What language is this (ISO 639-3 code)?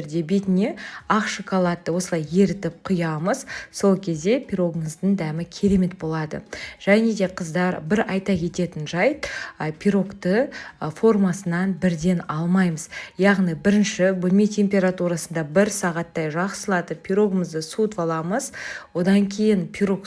kaz